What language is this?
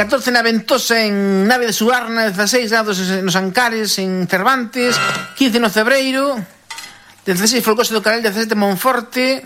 Galician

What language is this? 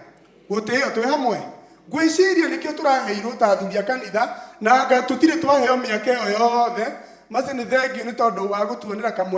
Kikuyu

